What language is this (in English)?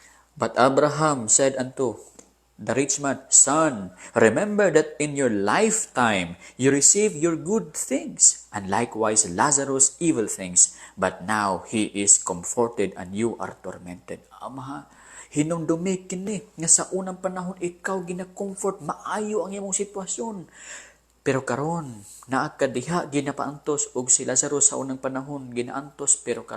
Cebuano